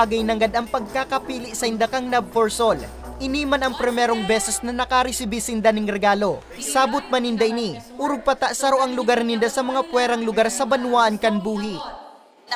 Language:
Bikol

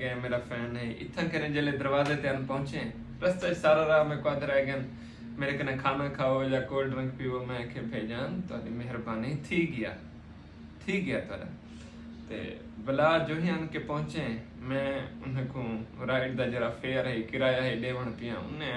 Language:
Saraiki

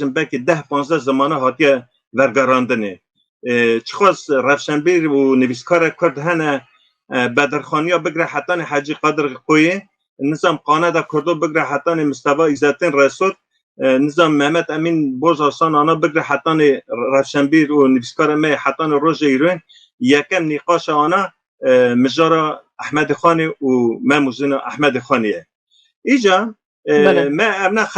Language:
Kurdish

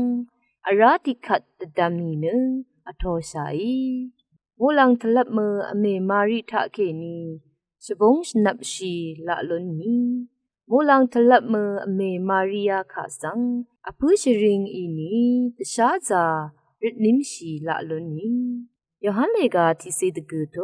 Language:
Rawang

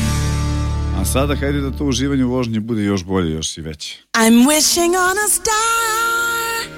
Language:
Serbian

